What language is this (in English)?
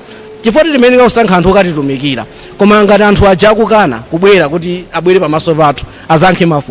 Nyanja